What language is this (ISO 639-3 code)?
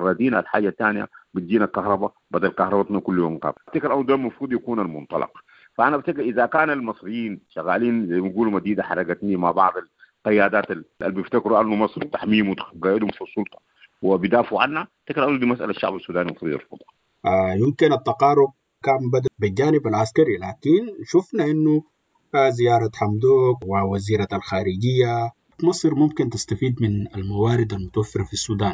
apd